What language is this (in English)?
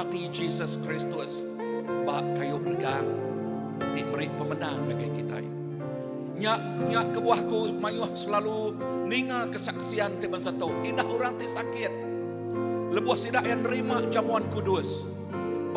Iban